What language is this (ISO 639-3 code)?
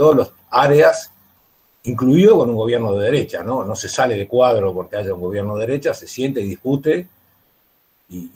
spa